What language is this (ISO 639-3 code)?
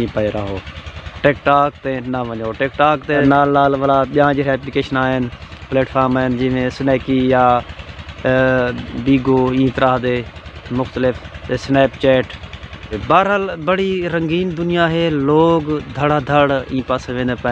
skr